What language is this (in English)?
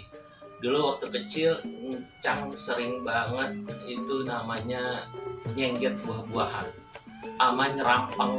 Betawi